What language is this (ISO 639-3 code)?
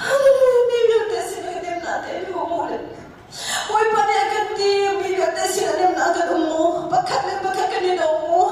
cnh